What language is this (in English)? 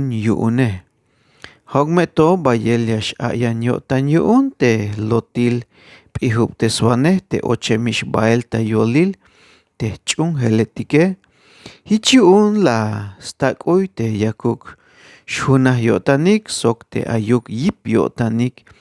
Tzeltal